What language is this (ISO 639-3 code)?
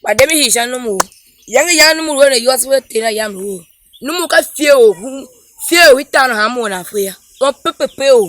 tiv